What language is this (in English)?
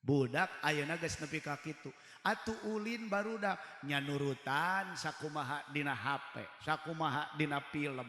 Sundanese